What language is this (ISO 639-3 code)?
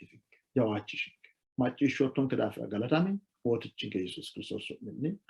sid